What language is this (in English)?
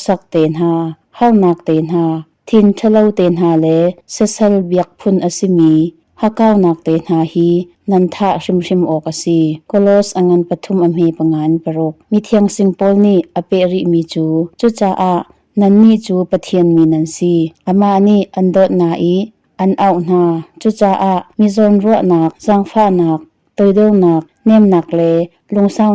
Hakha Chin